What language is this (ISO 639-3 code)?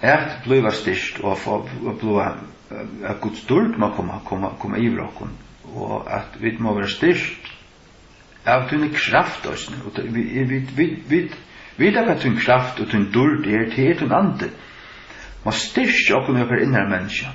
fao